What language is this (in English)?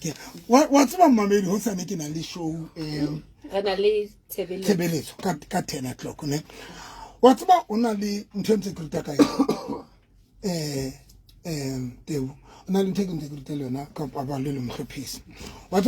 Southern Sotho